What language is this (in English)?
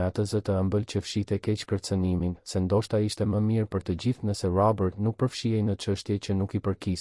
Albanian